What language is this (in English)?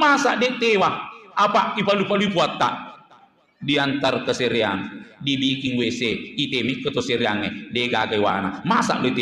Buginese